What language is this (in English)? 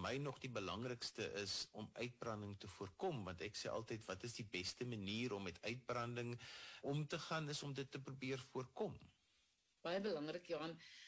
Afrikaans